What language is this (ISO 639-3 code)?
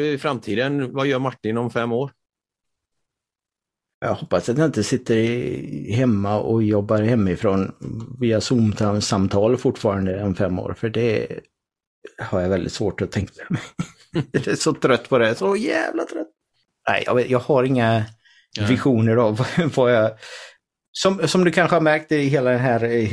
swe